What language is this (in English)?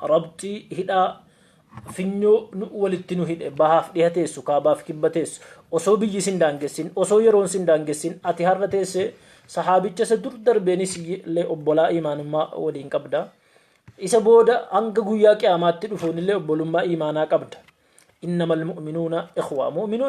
Oromo